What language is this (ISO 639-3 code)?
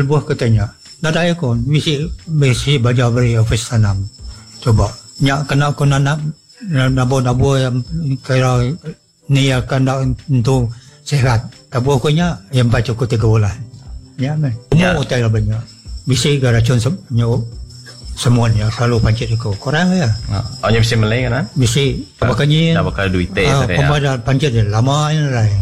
msa